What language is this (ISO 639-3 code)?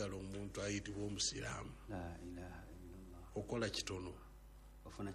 lug